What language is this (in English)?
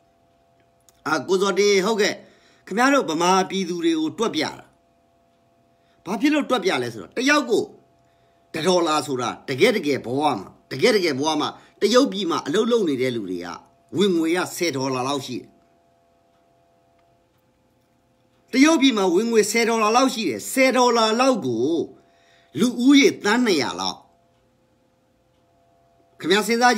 Burmese